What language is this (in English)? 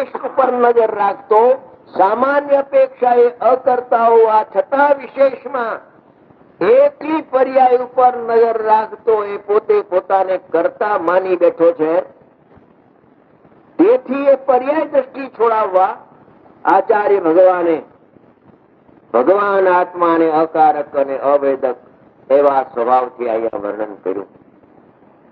Gujarati